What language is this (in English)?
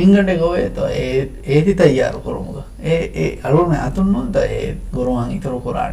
Divehi